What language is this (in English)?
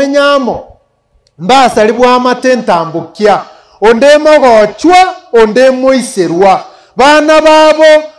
Gusii